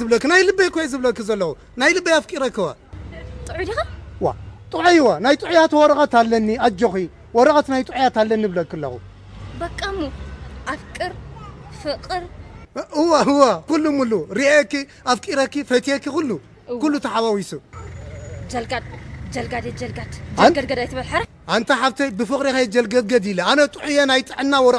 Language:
Tigrinya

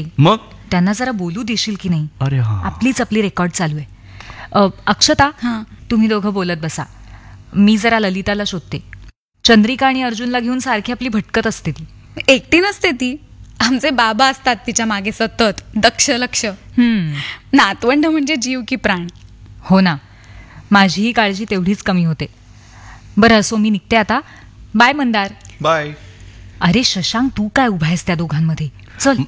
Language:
Marathi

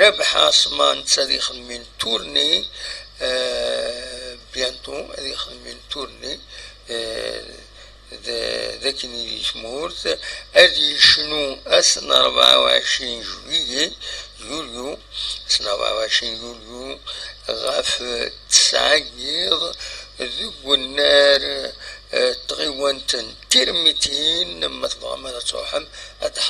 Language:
Kabyle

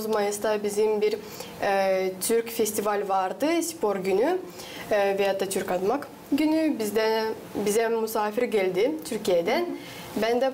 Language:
Gagauz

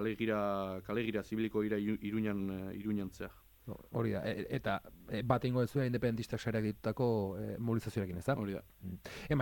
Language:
Basque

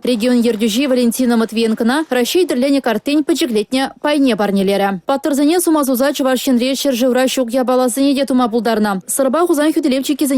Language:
Chuvash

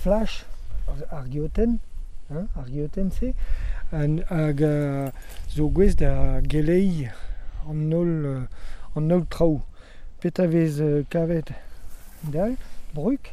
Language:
Breton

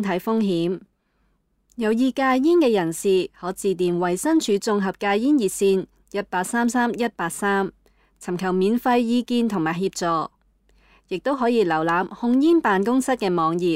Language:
Cantonese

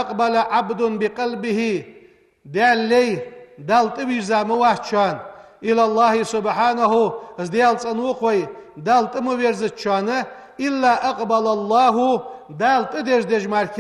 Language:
Ingush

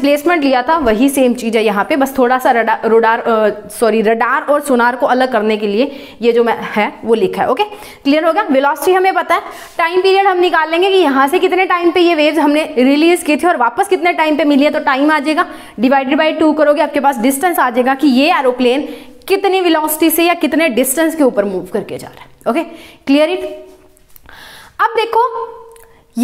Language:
Hindi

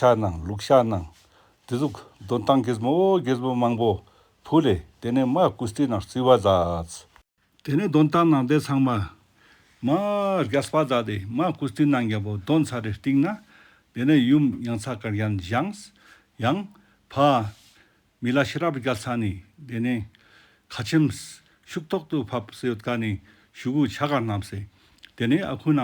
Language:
Ladakhi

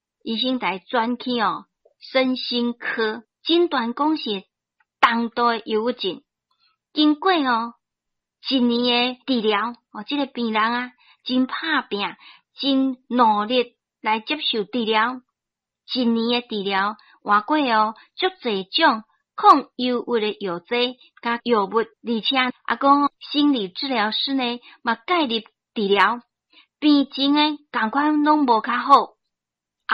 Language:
Min Nan Chinese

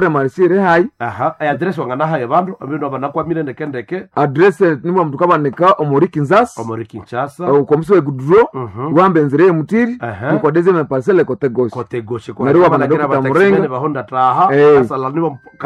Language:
Nande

